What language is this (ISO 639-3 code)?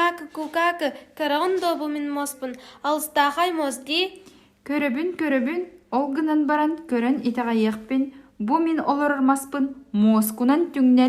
sah